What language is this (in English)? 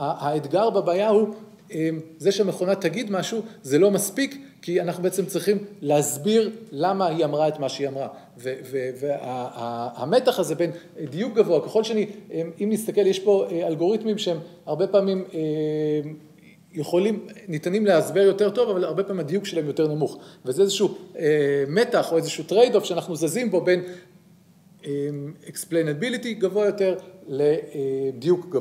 Hebrew